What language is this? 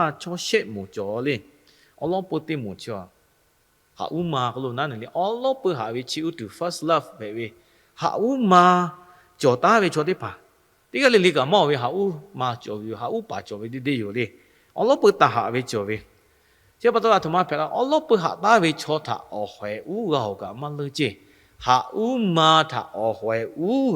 Lahu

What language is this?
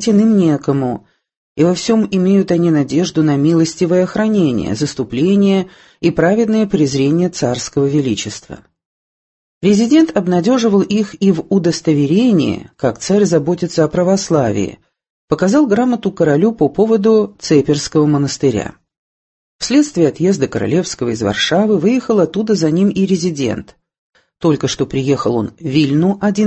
Russian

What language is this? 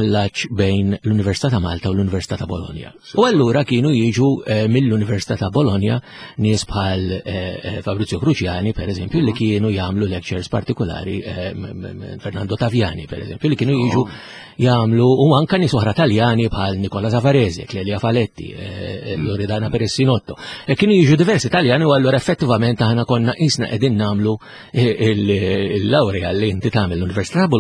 Maltese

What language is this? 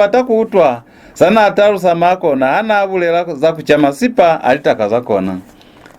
Lozi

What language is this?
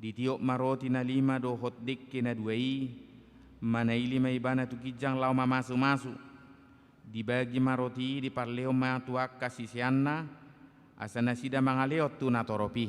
Batak Toba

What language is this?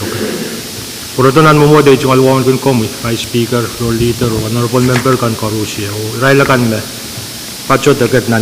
Pohnpeian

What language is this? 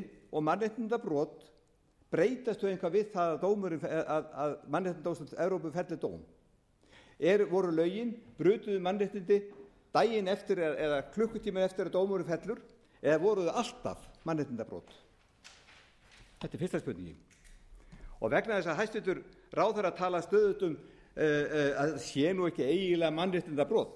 Icelandic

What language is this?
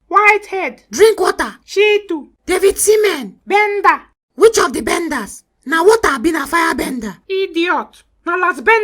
Nigerian Pidgin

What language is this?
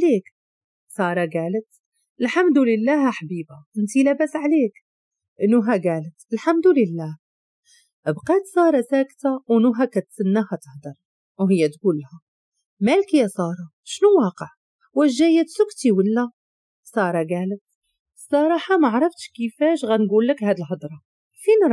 Moroccan Arabic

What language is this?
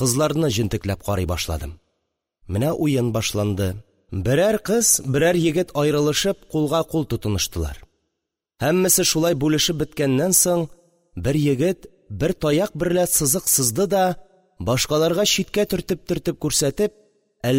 Tatar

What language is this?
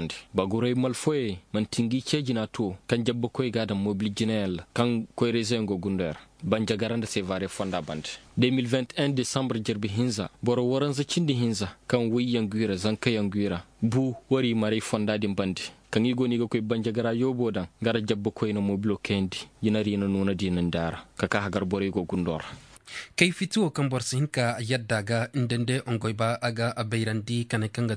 Koyraboro Senni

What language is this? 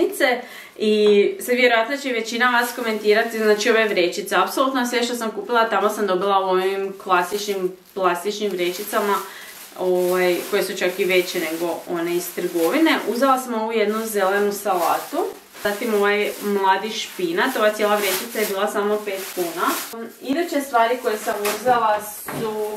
Croatian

